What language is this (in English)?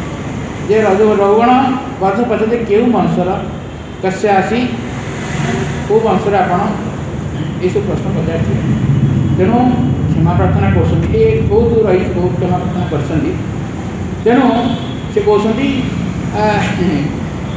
Odia